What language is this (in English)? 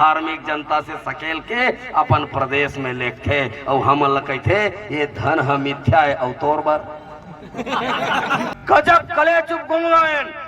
Chhattisgarhi